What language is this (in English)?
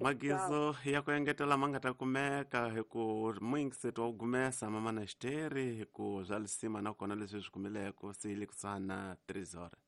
Tsonga